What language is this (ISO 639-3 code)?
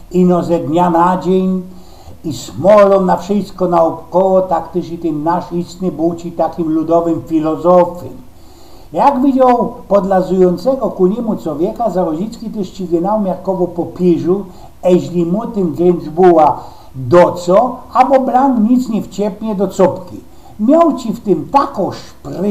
szl